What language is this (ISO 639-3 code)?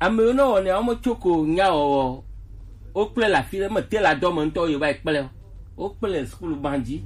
gej